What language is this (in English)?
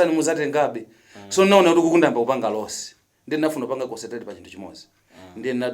Nyanja